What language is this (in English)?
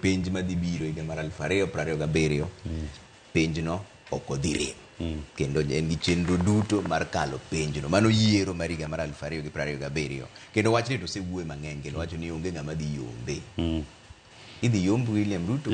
Luo (Kenya and Tanzania)